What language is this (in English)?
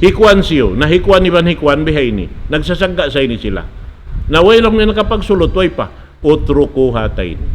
Tausug